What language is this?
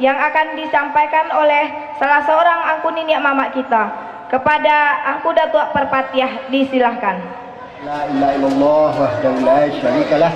Minangkabau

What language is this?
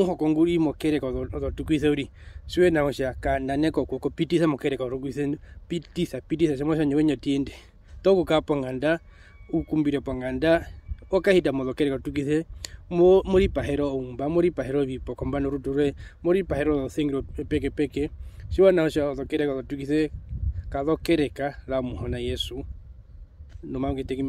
Herero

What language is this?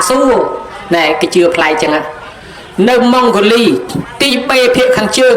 Khmer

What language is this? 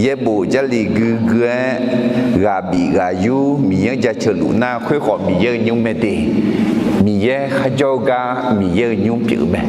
Akha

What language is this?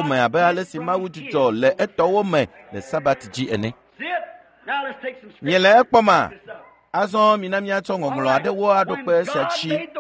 Ewe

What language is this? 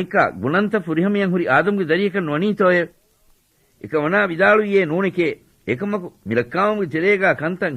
Divehi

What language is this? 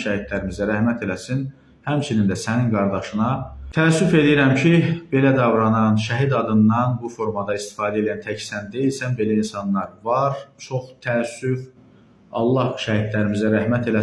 Azerbaijani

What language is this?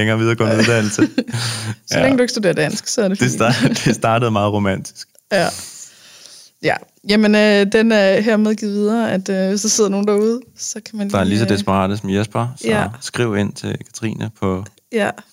Danish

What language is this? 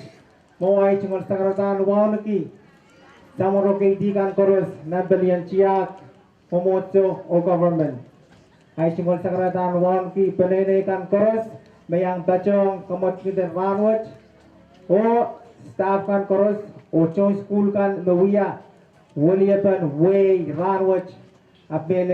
Pohnpeian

